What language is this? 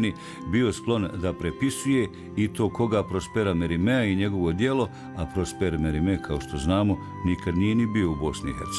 Bosnian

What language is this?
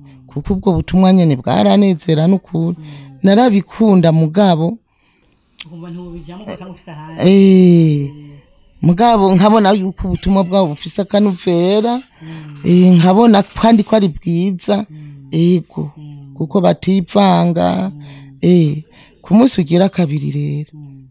Rundi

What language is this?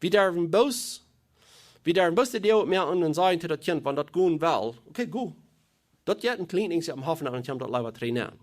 Plautdietsch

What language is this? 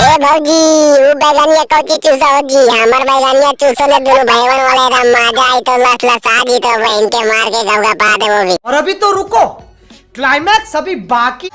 Magahi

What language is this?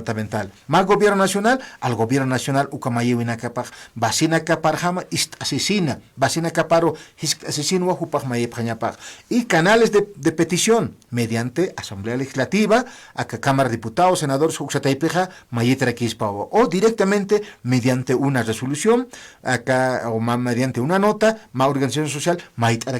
Aymara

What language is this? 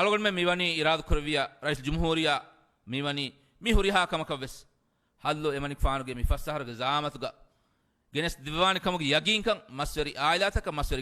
Divehi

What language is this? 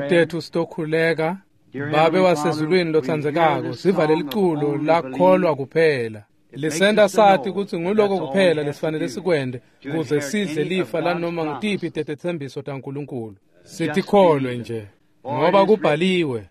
Swati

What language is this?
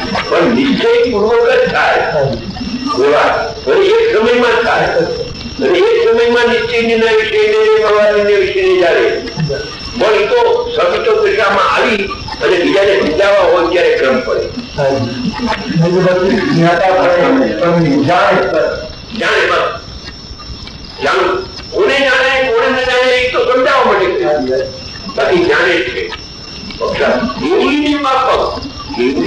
Gujarati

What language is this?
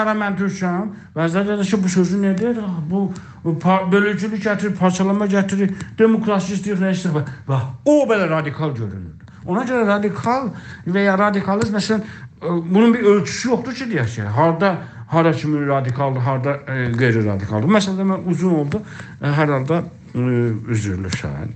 South Azerbaijani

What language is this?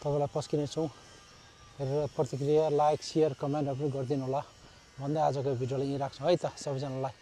Nepali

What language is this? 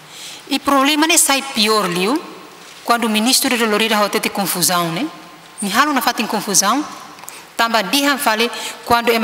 Tetum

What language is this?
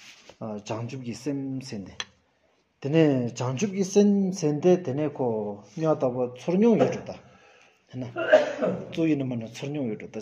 Stod Bhoti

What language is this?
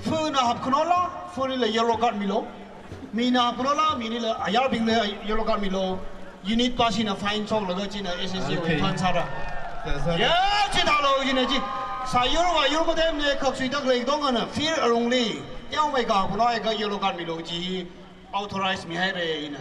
Tangkhul Naga (India)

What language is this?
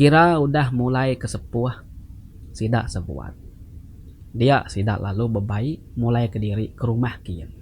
Iban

